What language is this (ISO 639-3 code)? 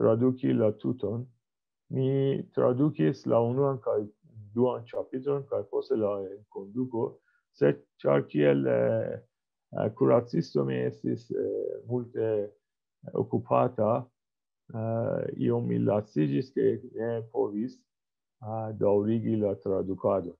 epo